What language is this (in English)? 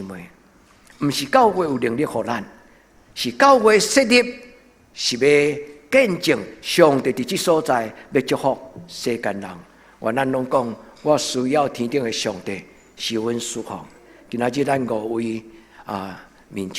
Min Nan Chinese